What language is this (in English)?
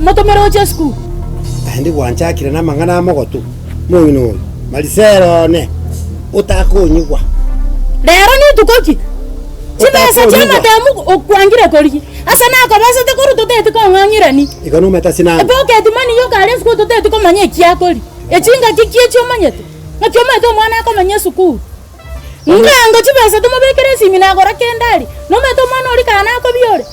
Gusii